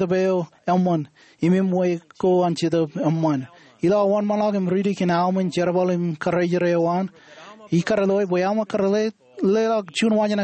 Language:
Marshallese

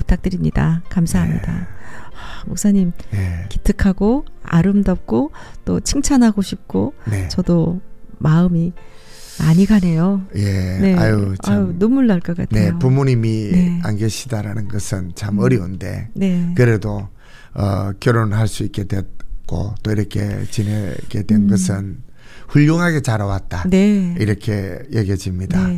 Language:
Korean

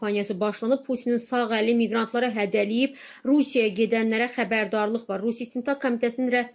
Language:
Azerbaijani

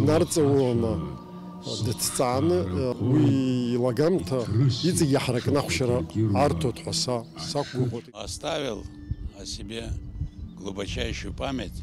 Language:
Abkhazian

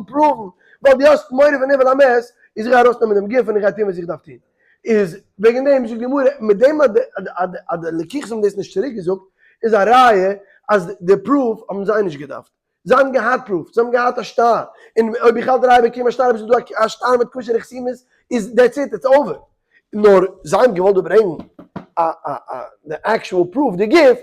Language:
Yiddish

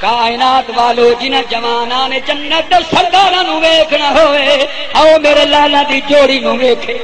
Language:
Saraiki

